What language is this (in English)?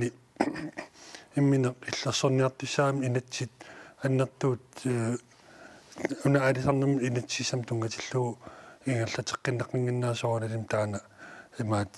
Kalaallisut